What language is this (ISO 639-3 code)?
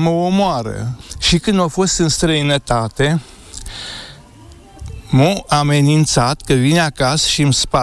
ron